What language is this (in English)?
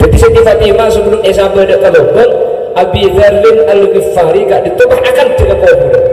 Madurese